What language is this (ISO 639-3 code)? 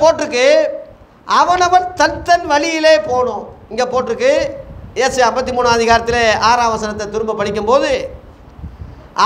tam